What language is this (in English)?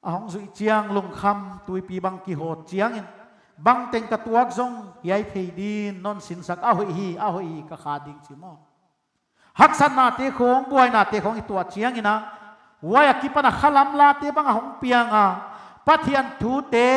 Paite Chin